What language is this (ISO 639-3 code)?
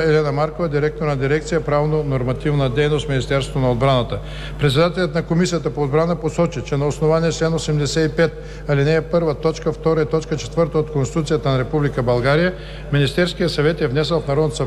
bul